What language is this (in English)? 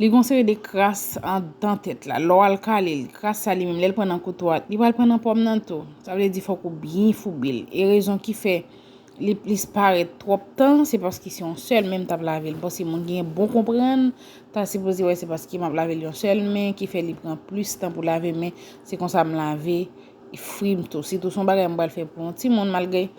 Haitian Creole